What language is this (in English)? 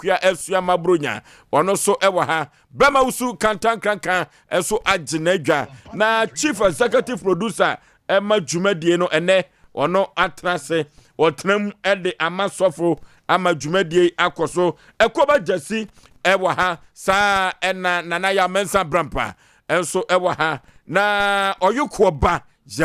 Akan